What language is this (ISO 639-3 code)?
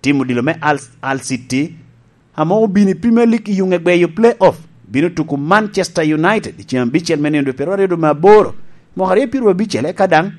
laj